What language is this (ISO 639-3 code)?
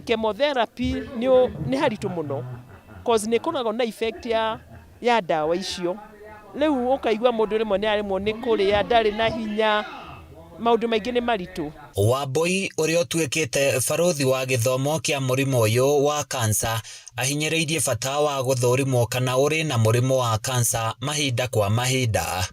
kik